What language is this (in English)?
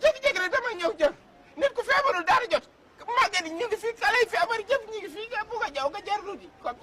Wolof